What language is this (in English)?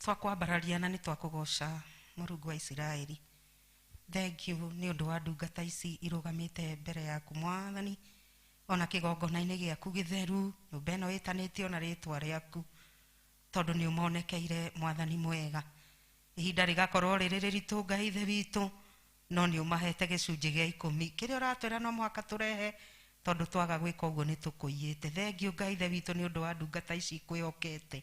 Kikuyu